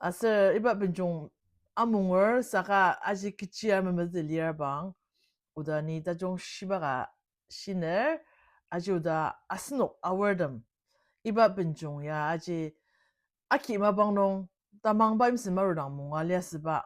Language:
Ao Naga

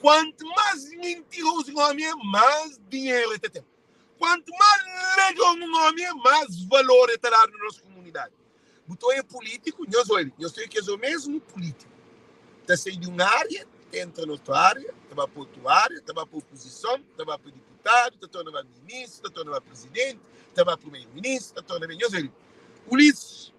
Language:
Kabuverdianu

